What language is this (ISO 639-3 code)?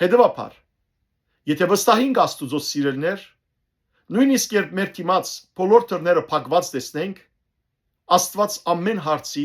hyw